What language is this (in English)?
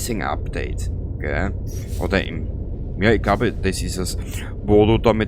Bavarian